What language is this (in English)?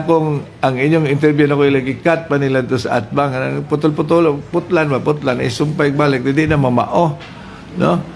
Cebuano